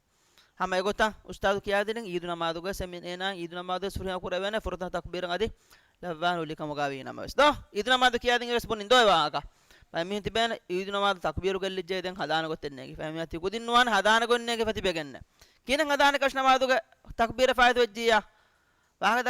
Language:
Divehi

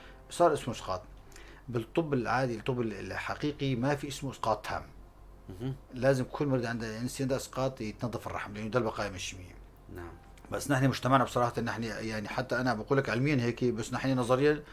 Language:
North Levantine Arabic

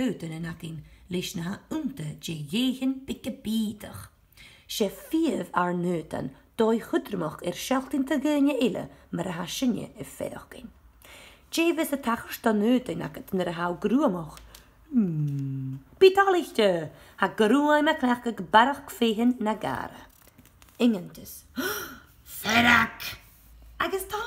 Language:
Scottish Gaelic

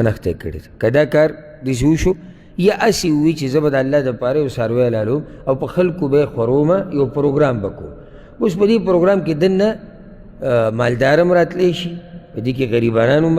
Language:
Pashto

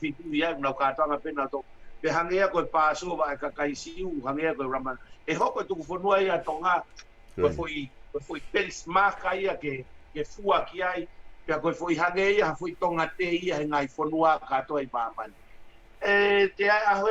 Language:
Tongan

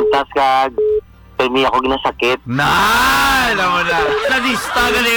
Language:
Hiligaynon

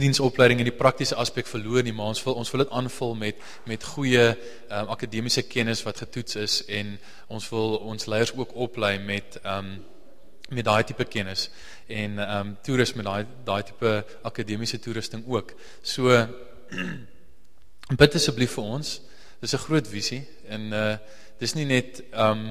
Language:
Afrikaans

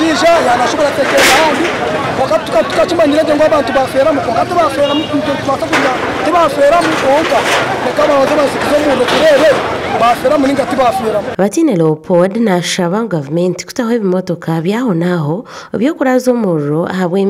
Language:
Nyankole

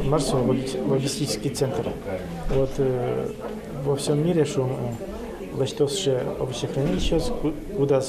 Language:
Udmurt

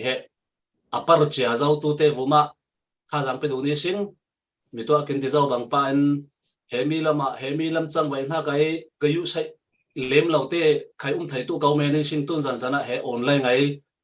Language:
Falam Chin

